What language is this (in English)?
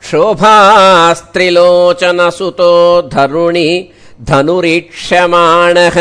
Sanskrit